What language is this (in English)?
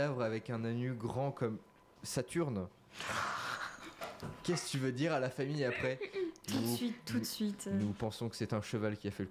French